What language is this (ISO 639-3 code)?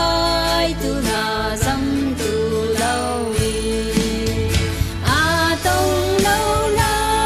cfm